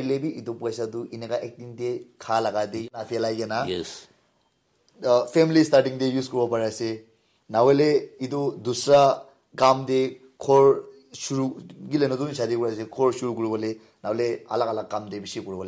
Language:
Naga Pidgin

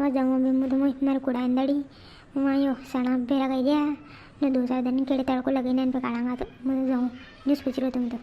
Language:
Rajasthani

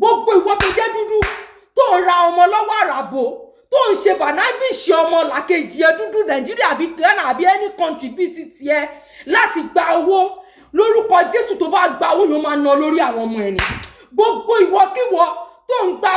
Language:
Yoruba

